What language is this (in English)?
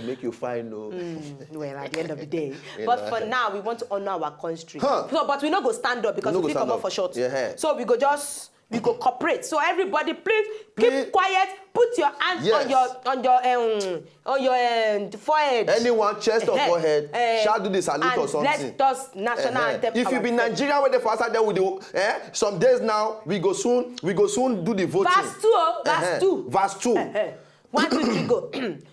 Nigerian Pidgin